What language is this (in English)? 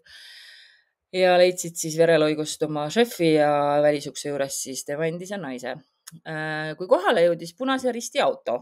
Estonian